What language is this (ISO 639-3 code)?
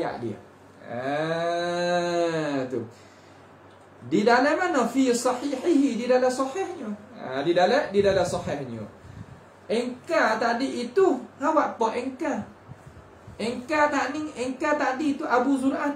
msa